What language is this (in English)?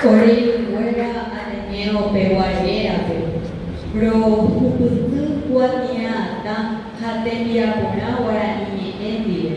Guarani